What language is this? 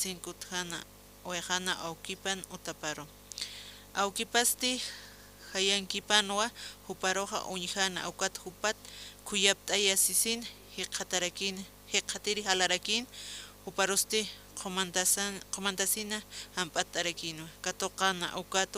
Aymara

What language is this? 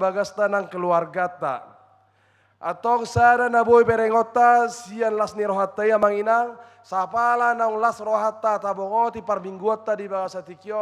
Batak Toba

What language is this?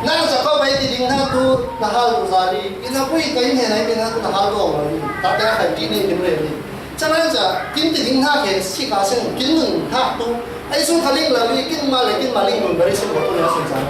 Falam Chin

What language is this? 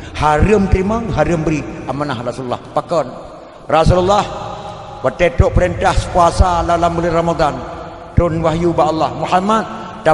Achinese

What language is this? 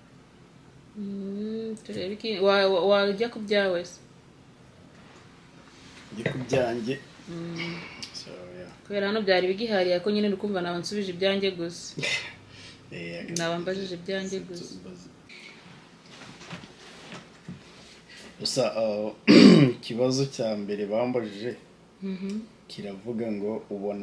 Kinyarwanda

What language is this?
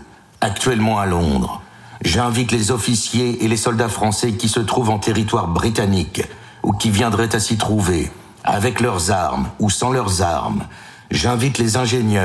French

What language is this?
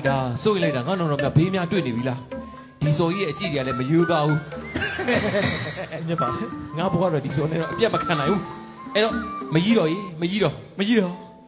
Burmese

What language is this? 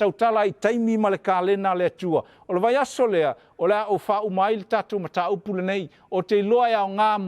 Samoan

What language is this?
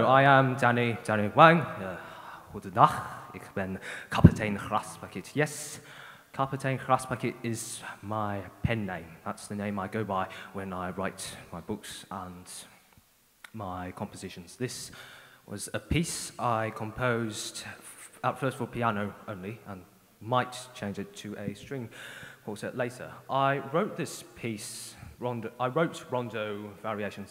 English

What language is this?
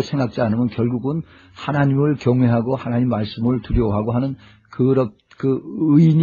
Korean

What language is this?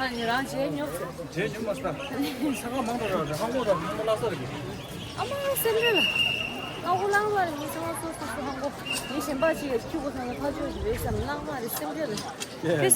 Tibetan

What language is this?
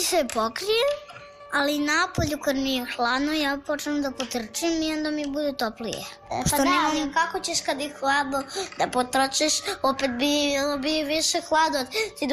Serbian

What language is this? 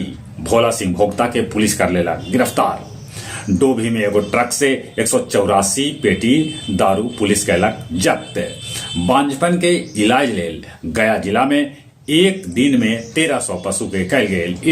Magahi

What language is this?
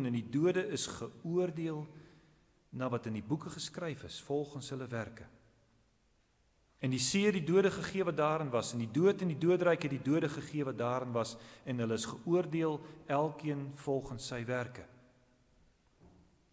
Afrikaans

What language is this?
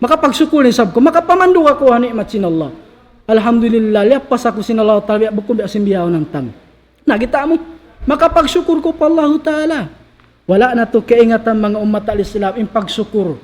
Tausug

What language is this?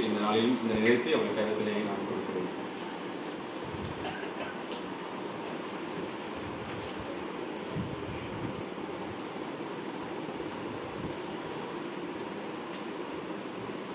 Tamil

